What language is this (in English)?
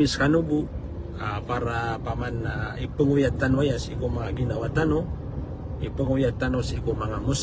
Maranao